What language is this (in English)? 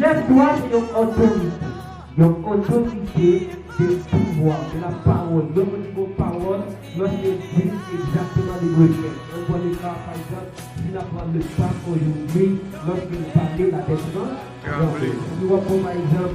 Haitian Creole